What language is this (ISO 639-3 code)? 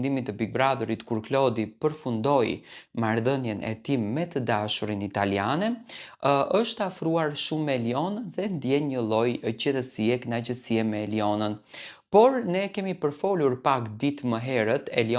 sqi